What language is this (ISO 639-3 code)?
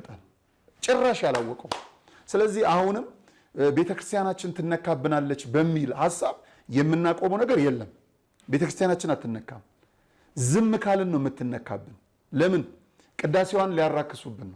amh